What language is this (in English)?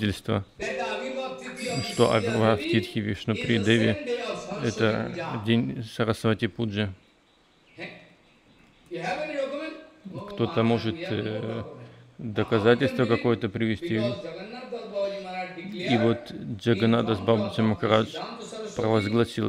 Russian